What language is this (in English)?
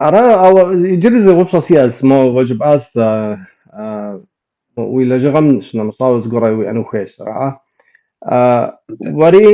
Kabardian